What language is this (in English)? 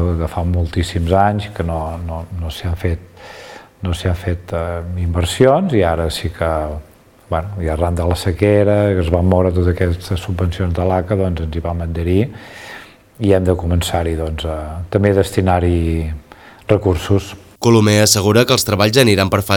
Catalan